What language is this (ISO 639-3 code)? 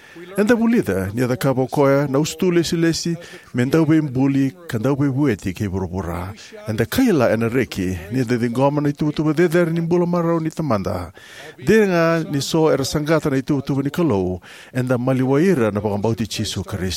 fij